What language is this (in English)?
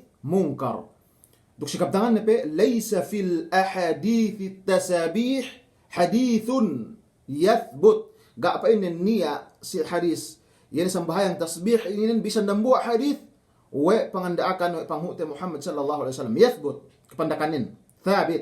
Yakan